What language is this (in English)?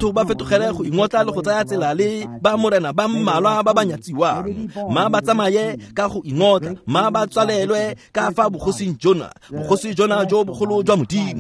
Tswana